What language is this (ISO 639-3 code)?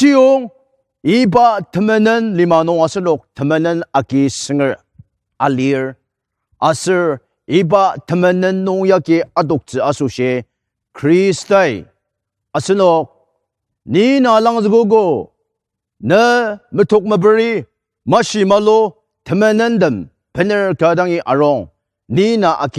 njo